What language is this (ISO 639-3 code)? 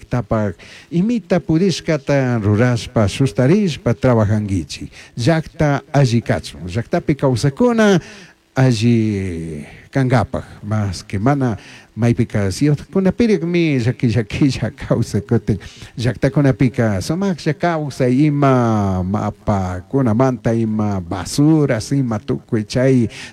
qug